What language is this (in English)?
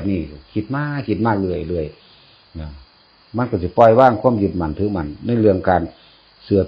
Northeastern Thai